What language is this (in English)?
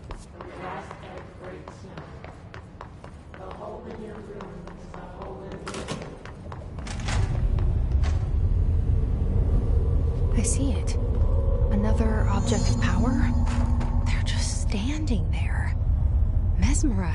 English